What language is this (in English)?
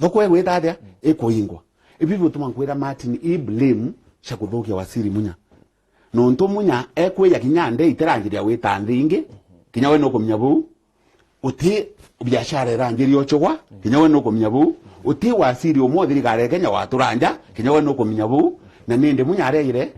Meru